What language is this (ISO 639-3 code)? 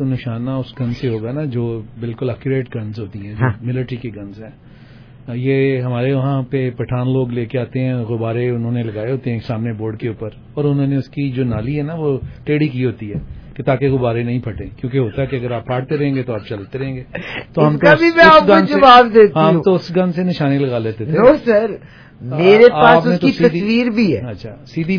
urd